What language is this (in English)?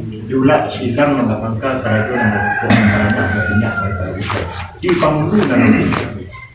Minangkabau